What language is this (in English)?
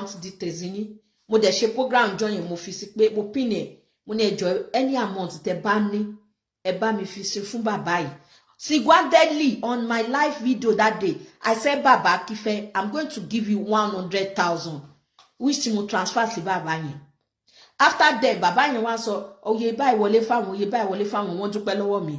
Yoruba